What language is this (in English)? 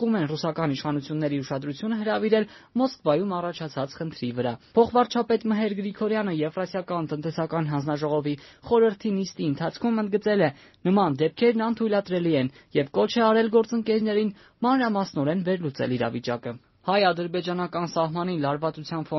Armenian